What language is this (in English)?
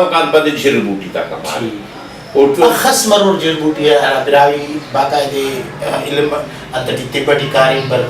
Brahui